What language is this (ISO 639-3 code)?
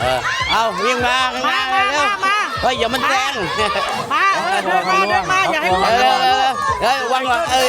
tts